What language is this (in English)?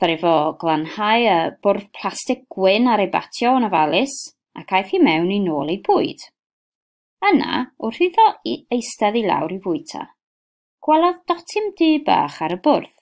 Welsh